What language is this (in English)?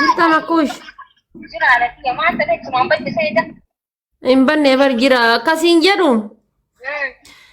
Oromo